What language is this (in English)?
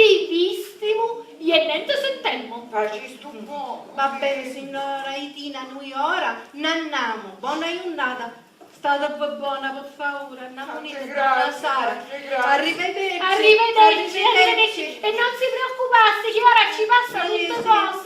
Sicilian